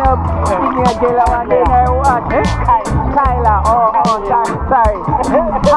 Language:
Jamaican Creole English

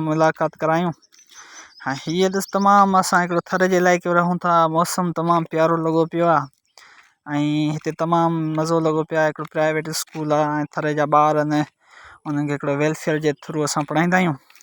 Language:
Sindhi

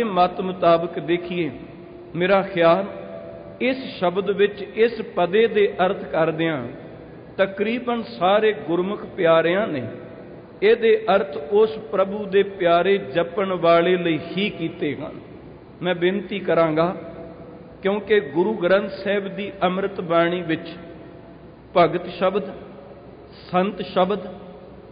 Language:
Punjabi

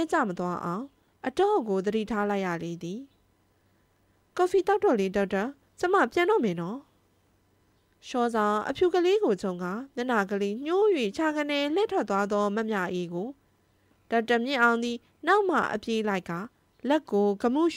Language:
Burmese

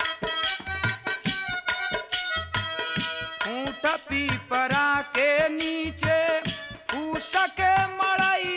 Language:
Bhojpuri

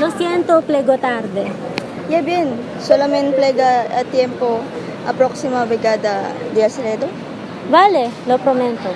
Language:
Aragonese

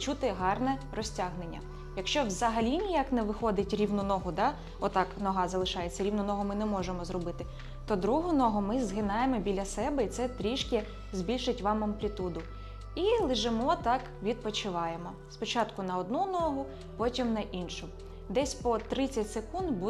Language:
Ukrainian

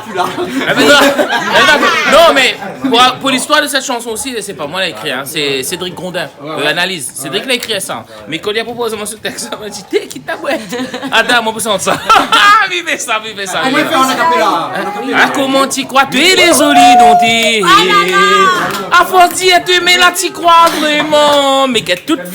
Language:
Réunion Creole French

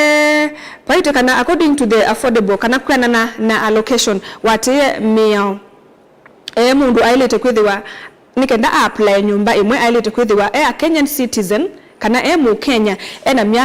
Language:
Kamba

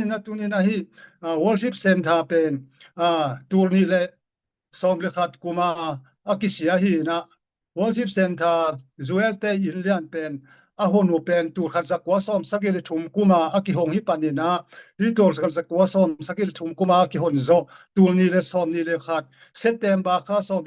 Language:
Tedim Chin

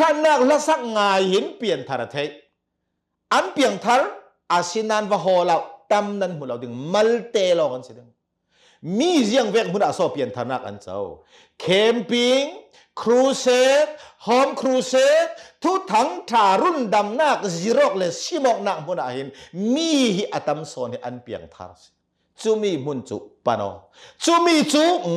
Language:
Hakha Chin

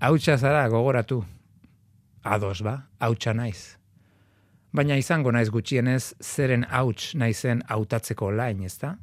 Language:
Basque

